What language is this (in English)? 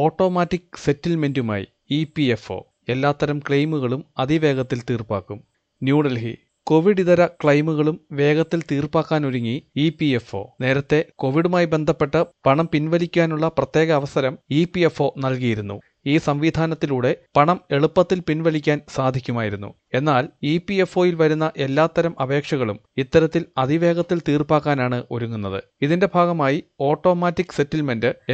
Malayalam